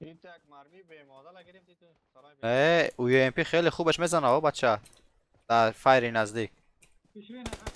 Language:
Persian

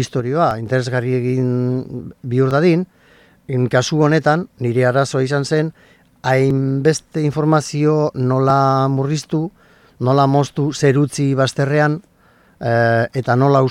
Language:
Basque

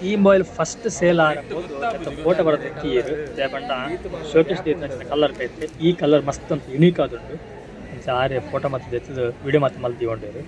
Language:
Tulu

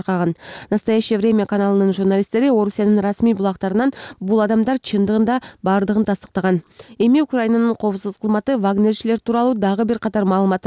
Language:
Kyrgyz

